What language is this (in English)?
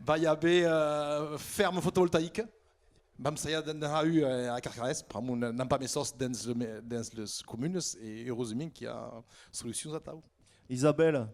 Occitan